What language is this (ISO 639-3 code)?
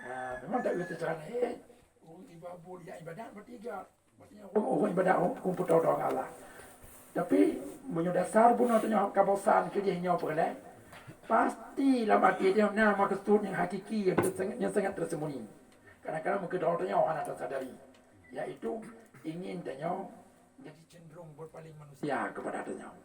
ace